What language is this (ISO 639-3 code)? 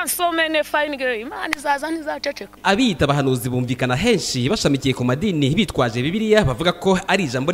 kin